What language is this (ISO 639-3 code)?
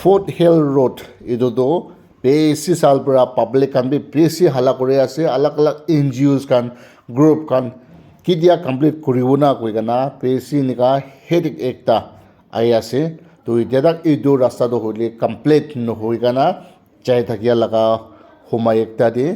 nag